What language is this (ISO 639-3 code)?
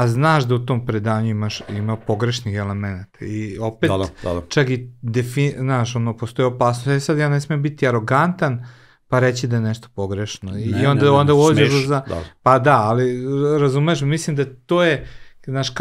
srp